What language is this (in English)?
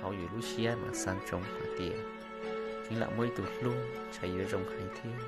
Hmong